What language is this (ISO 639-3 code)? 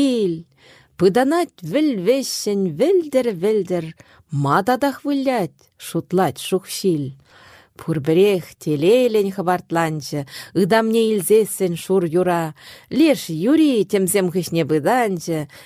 chv